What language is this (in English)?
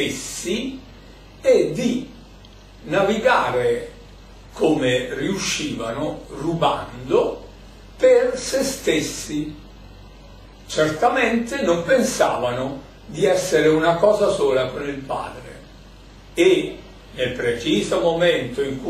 Italian